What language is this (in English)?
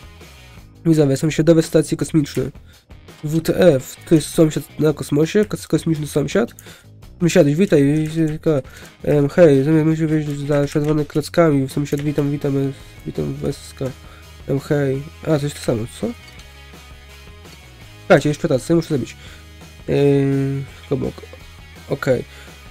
Polish